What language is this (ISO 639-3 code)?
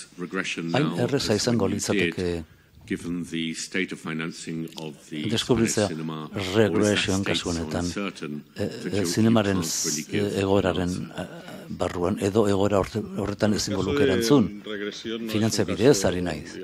eus